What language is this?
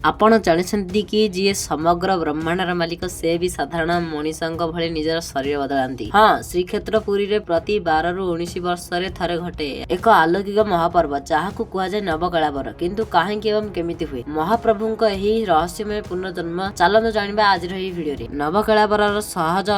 Odia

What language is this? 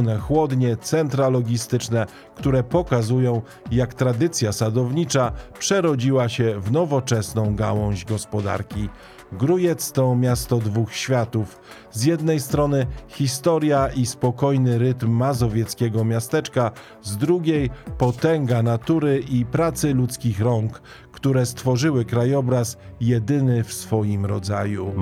Polish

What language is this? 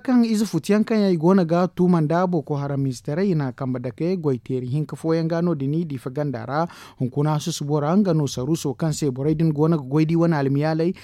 Zarma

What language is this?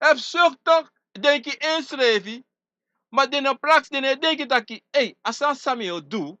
Sranan Tongo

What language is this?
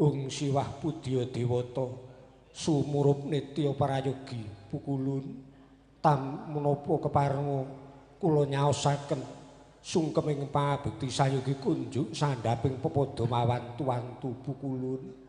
Javanese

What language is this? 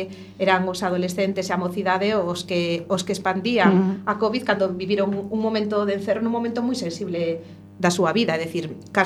Galician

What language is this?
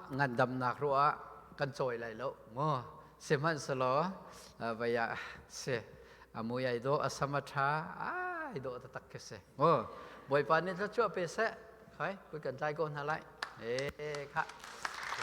Hakha Chin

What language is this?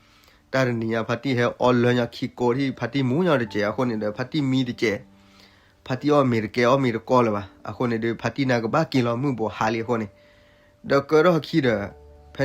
S'gaw Karen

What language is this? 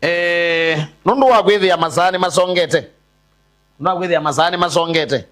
Kamba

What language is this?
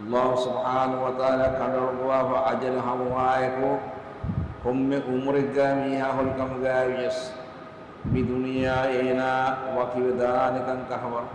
Divehi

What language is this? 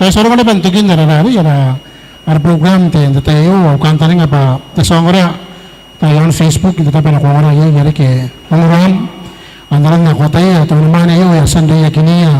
Gilbertese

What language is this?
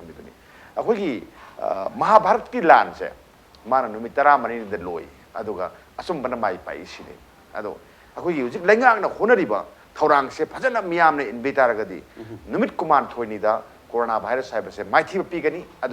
Manipuri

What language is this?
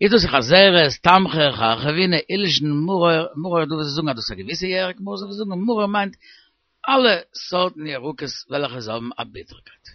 Yiddish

